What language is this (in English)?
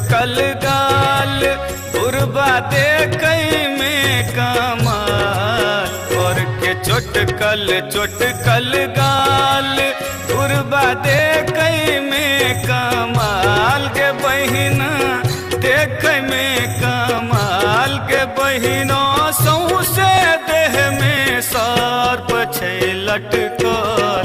Maithili